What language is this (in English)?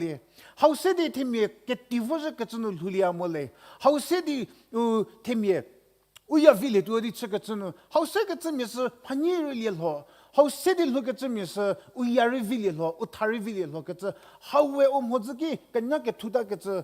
Angami Naga